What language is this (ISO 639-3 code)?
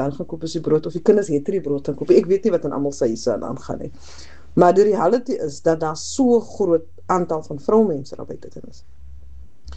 afr